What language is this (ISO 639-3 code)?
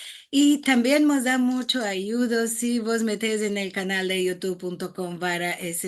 lad